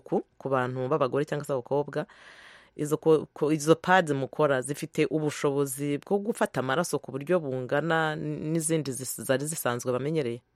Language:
Kinyarwanda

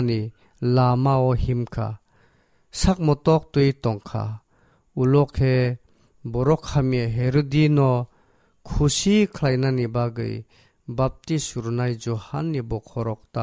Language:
Kok Borok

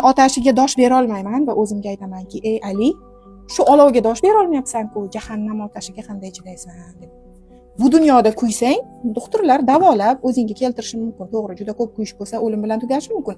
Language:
Uzbek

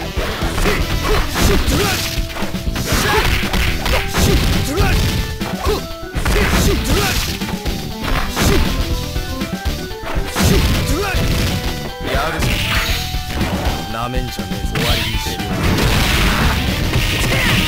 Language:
Japanese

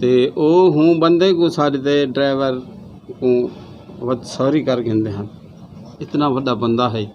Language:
Saraiki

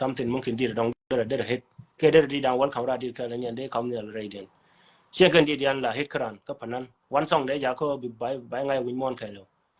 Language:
Nuer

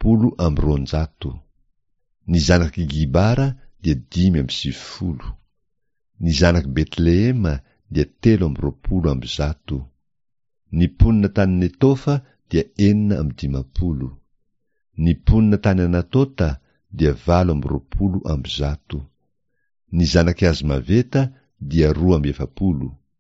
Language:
Malagasy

